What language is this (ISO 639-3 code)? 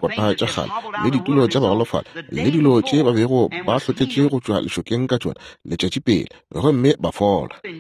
nso